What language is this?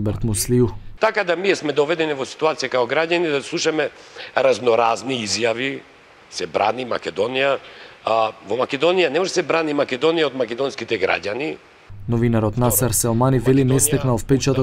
Macedonian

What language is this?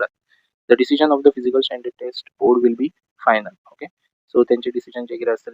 Konkani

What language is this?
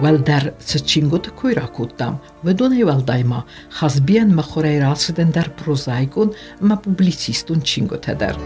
Ossetic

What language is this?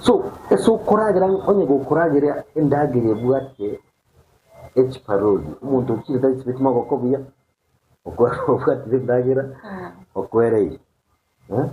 Gusii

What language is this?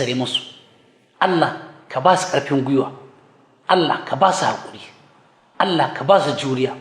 Hausa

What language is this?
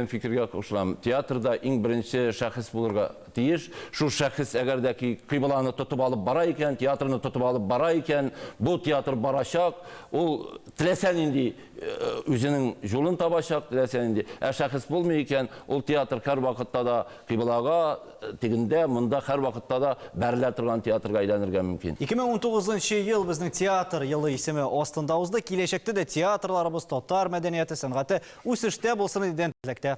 Tatar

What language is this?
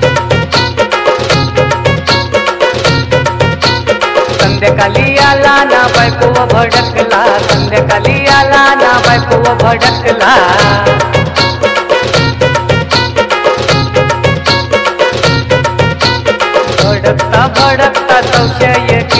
Marathi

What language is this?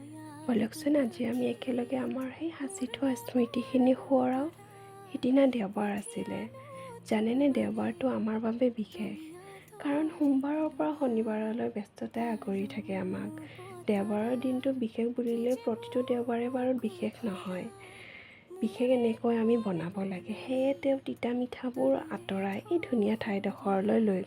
Assamese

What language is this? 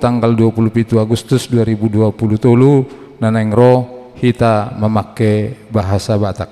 Batak Toba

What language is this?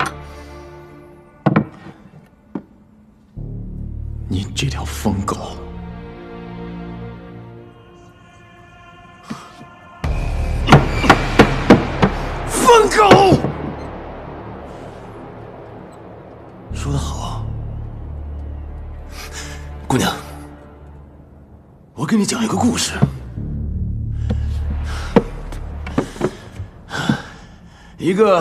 Chinese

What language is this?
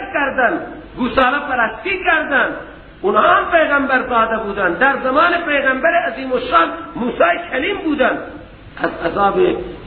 Persian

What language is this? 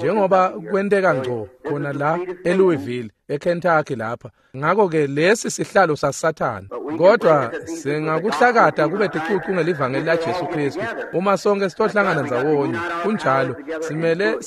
Swati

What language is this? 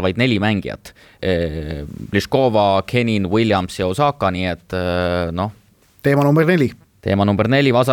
Estonian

